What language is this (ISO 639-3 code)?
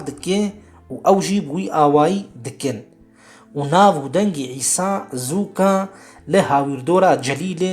kur